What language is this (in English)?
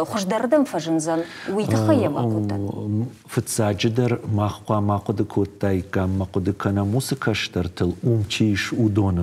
Ossetic